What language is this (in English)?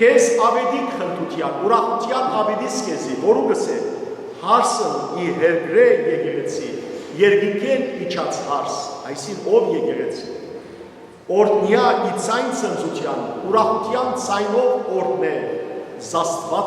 Western Armenian